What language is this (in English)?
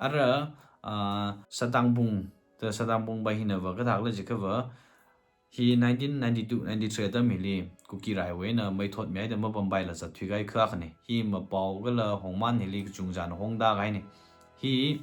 Tangkhul Naga (India)